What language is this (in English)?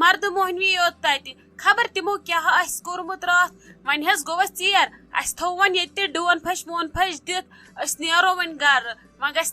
Kashmiri